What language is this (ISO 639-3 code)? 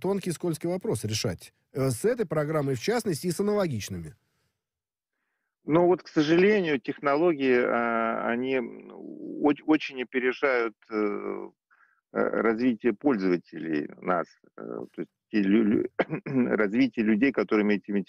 rus